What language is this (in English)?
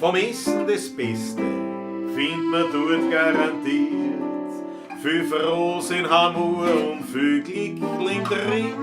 Bavarian